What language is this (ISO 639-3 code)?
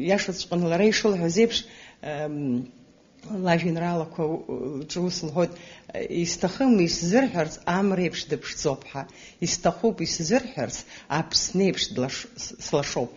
abk